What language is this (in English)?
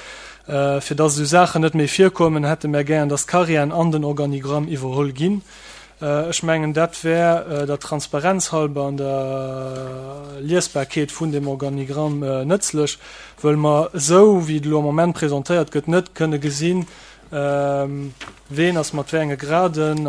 Luxembourgish